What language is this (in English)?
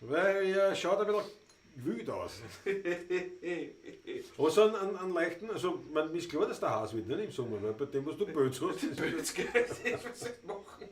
Bavarian